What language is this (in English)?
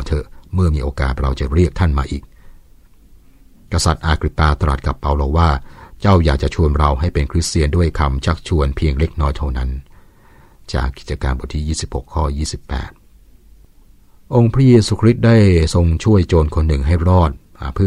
Thai